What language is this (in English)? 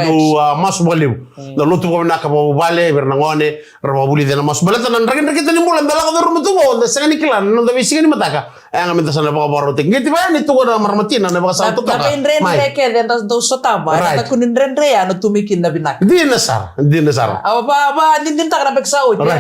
Fijian